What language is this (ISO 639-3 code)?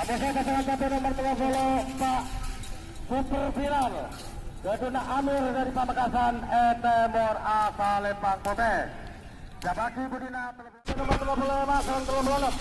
mad